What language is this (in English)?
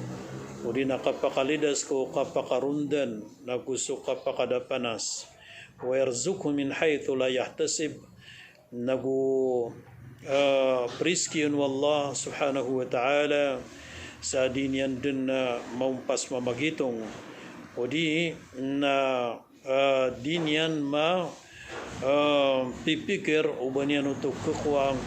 Maranao